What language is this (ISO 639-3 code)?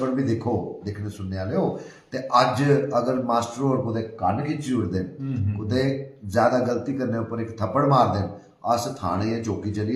doi